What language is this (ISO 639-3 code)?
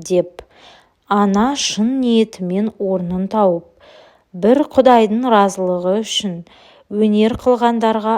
kaz